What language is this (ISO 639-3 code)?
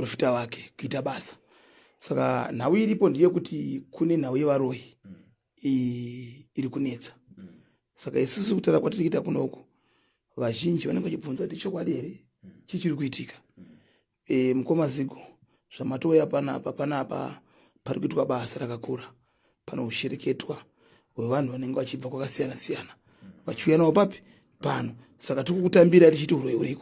sna